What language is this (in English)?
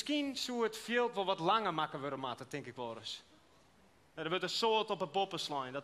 Western Frisian